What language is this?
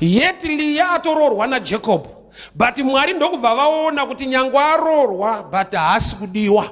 Shona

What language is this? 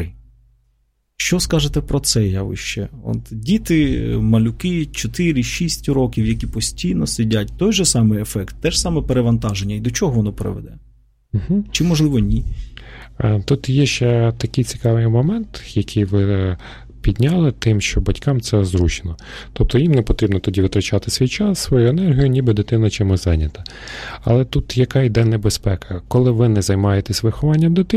Ukrainian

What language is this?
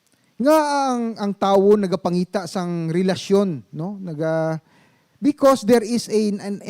Hiligaynon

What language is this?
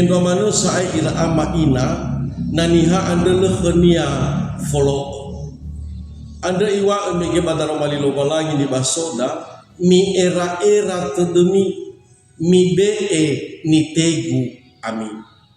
Nias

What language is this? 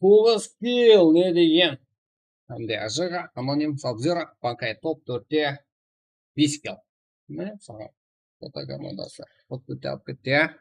Kara-Kalpak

